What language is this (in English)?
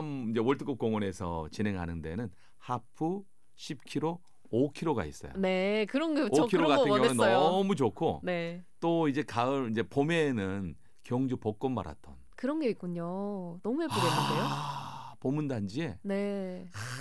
Korean